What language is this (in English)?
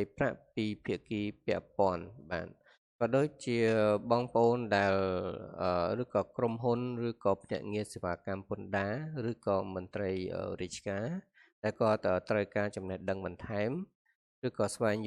Khmer